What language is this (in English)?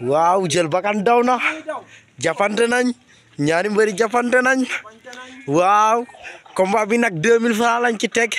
Wolof